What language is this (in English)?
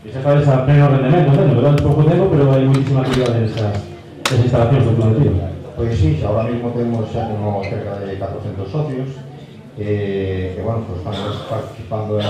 Galician